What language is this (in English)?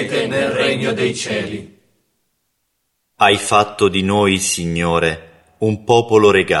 Italian